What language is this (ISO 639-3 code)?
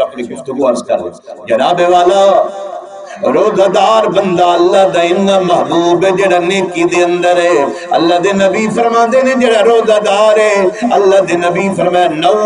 skr